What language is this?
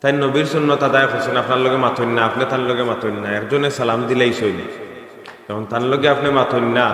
Sylheti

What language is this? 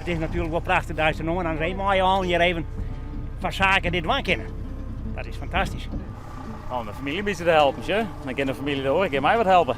Western Frisian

